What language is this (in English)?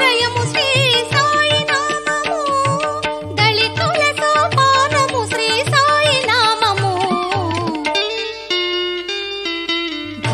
Telugu